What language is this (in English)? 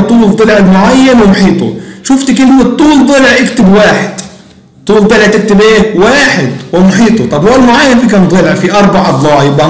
Egyptian Arabic